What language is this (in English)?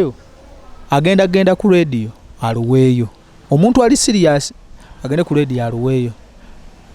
Ganda